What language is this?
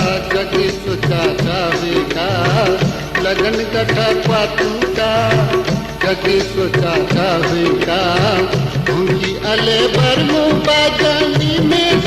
Newari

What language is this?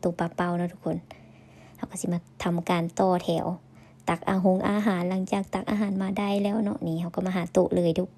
Lao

